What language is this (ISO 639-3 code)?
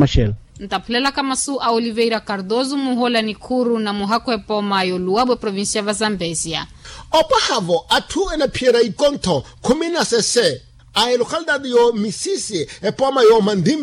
vmw